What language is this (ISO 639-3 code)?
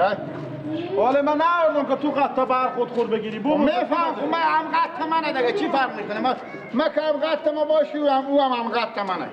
fas